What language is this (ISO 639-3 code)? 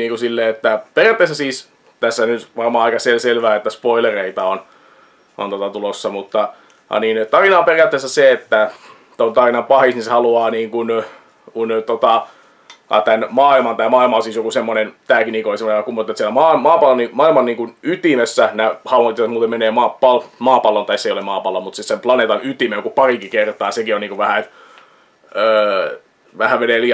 fin